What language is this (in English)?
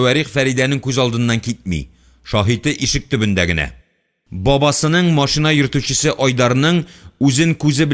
Tatar